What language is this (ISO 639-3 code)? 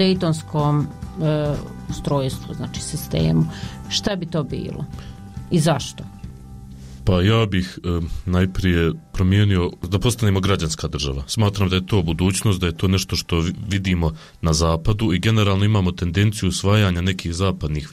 bos